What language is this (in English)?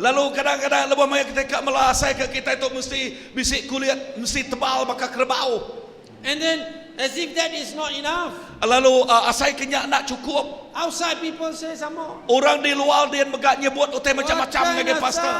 Iban